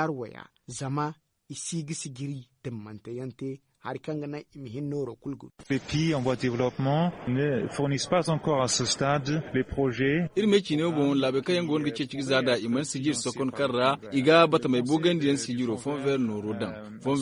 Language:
Zarma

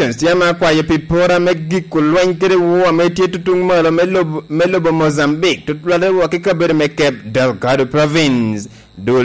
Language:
Lango (Uganda)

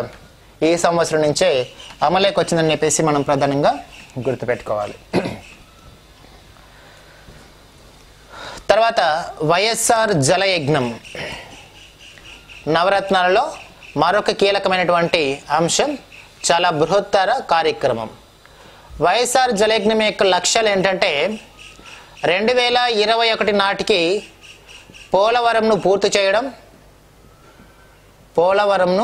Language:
Telugu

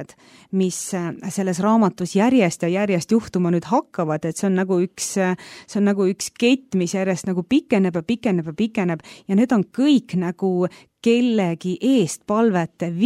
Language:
Estonian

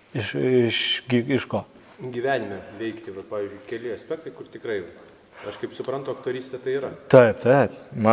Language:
Lithuanian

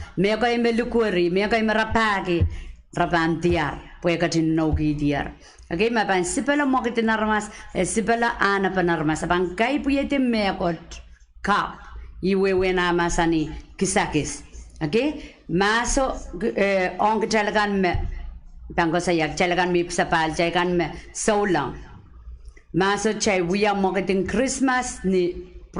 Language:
Pohnpeian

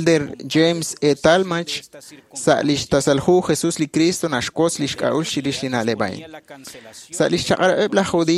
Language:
Kekchí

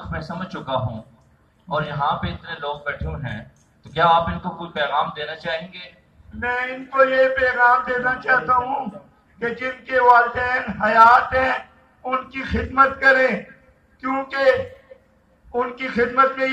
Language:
Urdu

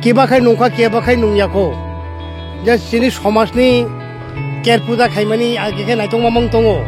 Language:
Kok Borok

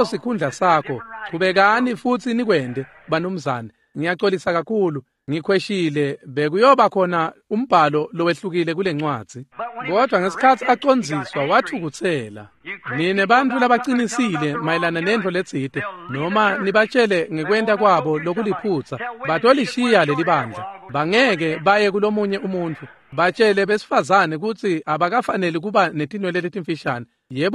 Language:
Swati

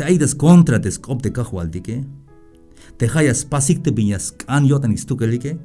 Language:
Tzeltal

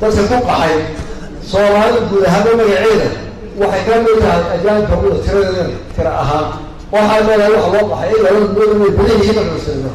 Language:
Somali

